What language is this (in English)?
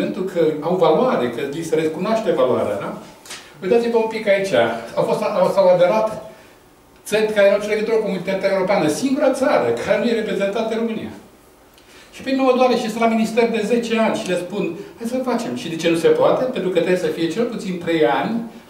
Romanian